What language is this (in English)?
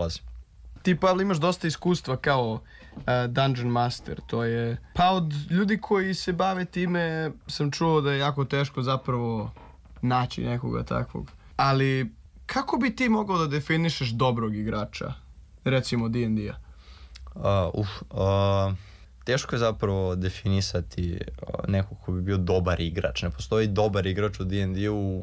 Serbian